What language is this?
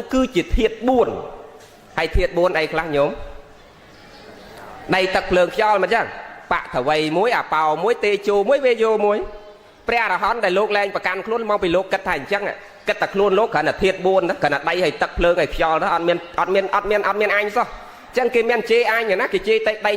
Khmer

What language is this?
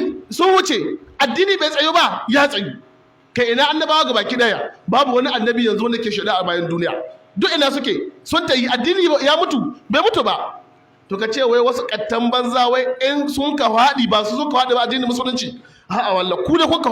Hausa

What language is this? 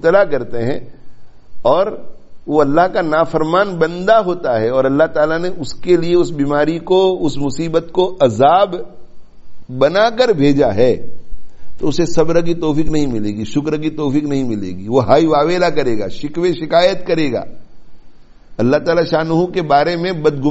Urdu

